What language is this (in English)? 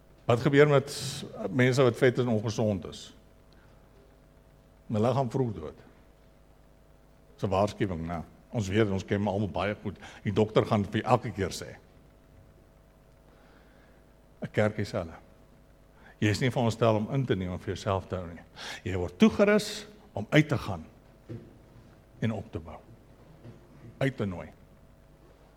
Afrikaans